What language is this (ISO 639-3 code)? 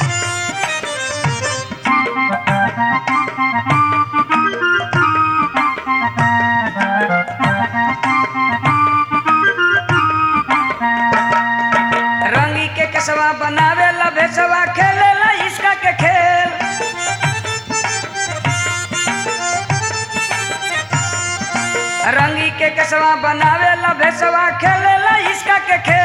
bho